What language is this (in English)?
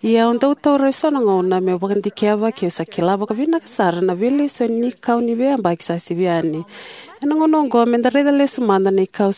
Fijian